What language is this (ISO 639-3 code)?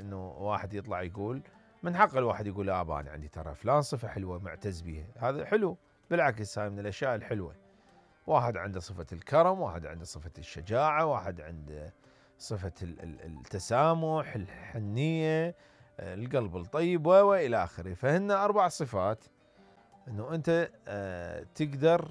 acm